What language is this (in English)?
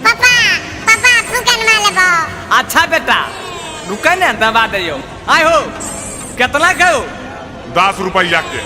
Magahi